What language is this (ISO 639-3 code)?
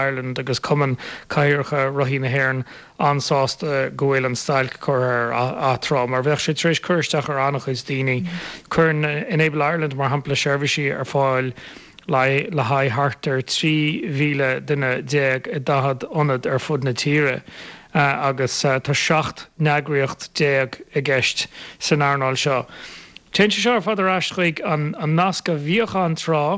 gle